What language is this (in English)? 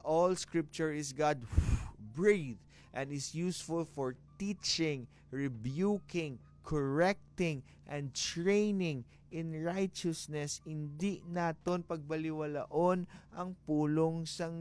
Hiligaynon